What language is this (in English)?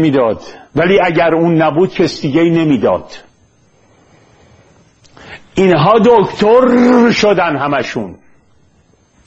Persian